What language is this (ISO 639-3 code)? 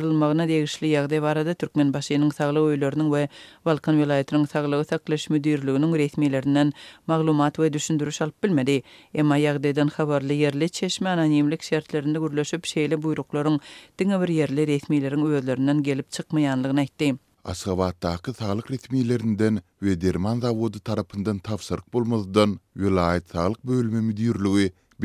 tuk